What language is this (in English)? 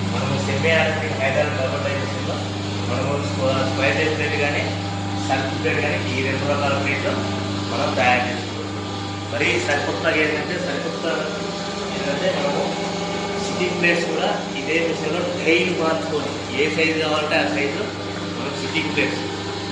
Telugu